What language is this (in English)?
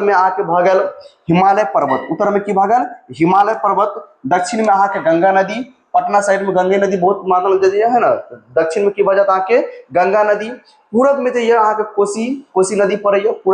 Maithili